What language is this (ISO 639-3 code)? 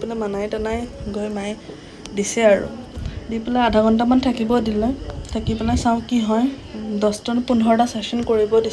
asm